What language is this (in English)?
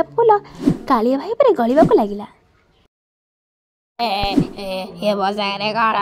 Odia